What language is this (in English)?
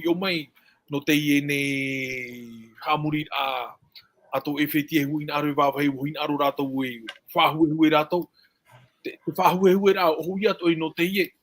Tahitian